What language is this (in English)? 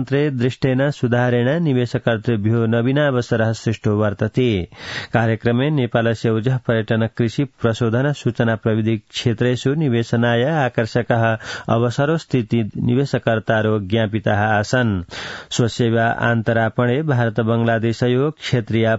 Sanskrit